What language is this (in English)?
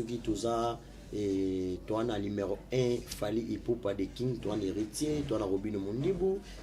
Lingala